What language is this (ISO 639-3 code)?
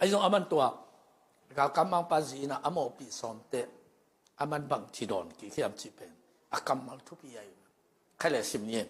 ctd